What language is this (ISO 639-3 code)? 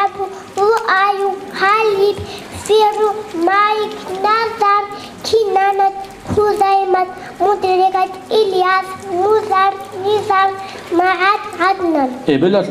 ava